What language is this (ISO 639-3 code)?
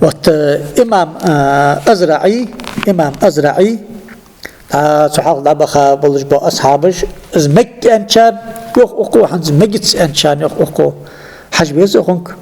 inh